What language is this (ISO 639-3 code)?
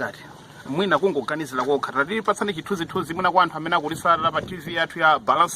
nya